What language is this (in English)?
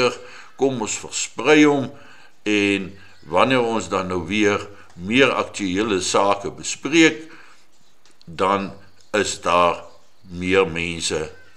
Afrikaans